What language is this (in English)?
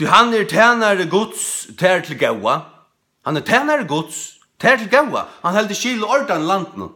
Faroese